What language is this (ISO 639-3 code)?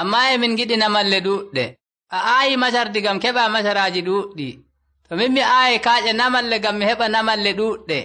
ful